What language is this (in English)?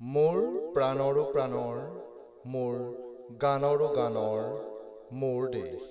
Assamese